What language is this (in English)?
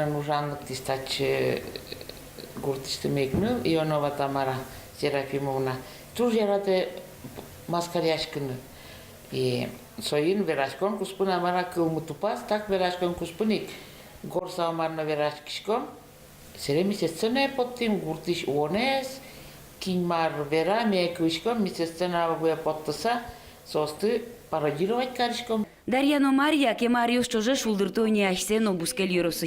Udmurt